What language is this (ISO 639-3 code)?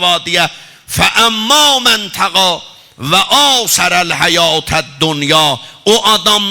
azb